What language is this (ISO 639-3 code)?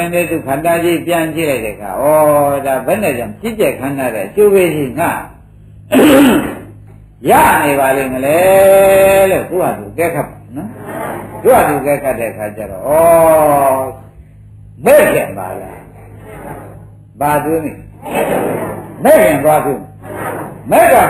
mya